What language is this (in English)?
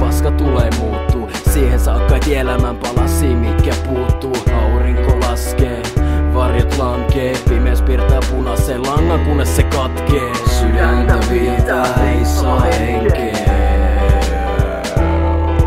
Finnish